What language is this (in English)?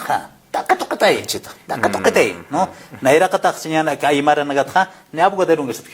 Aymara